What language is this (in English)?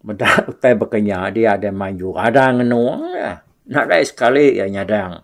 Iban